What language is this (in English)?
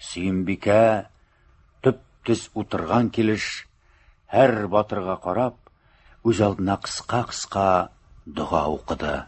Tatar